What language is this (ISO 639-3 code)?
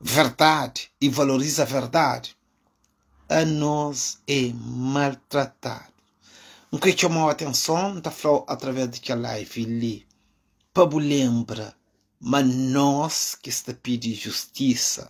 kea